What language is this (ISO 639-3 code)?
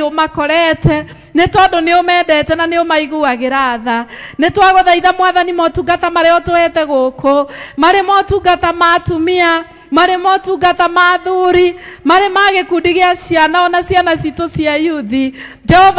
kik